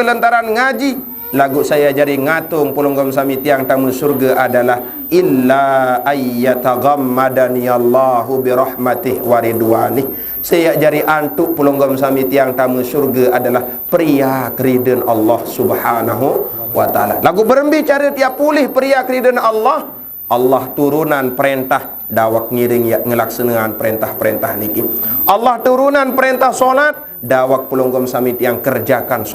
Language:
Sasak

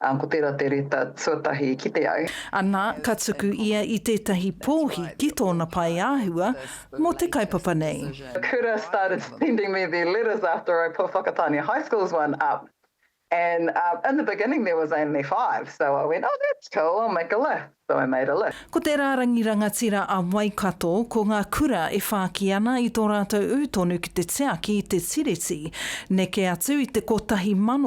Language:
Māori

